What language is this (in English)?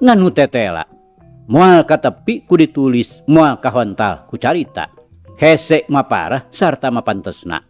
Sundanese